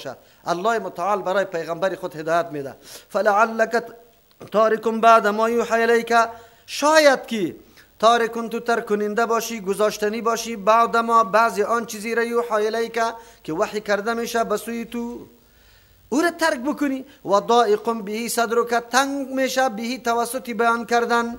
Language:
Persian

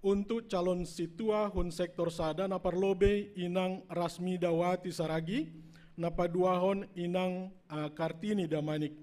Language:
Batak Simalungun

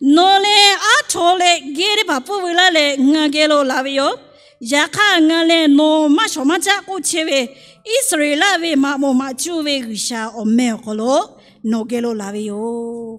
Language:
Lahu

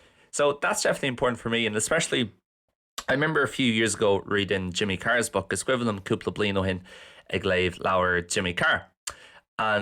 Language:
Irish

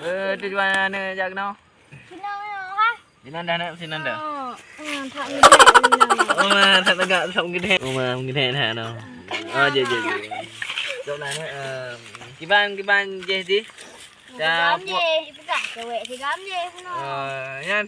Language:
Achinese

